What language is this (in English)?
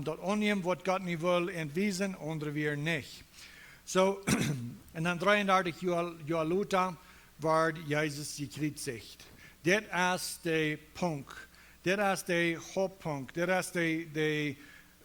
Plautdietsch